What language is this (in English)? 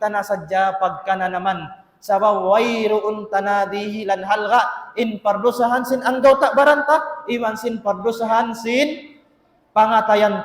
Tausug